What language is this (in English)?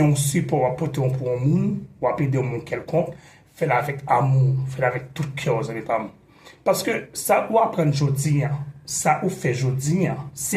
Haitian Creole